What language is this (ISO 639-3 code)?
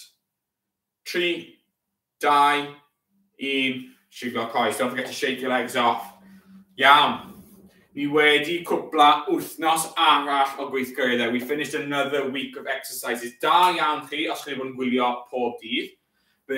cym